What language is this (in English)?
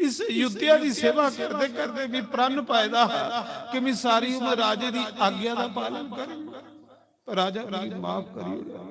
Dogri